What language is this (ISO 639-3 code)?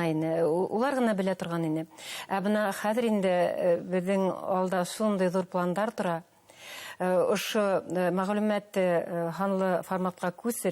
bak